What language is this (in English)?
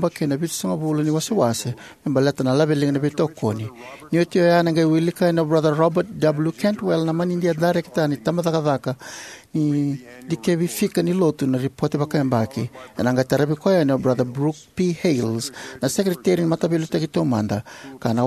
Fijian